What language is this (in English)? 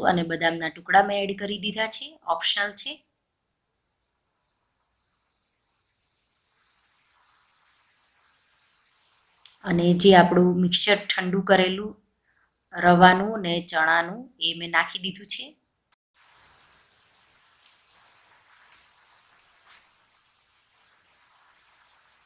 Gujarati